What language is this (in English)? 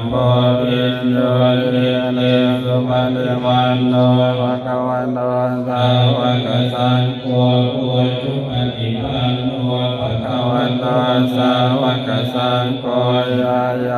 Pali